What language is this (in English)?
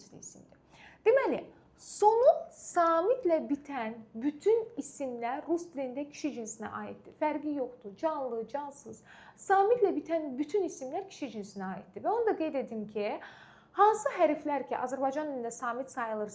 Azerbaijani